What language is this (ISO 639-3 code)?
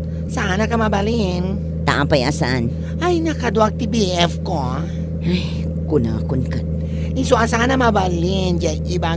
ilo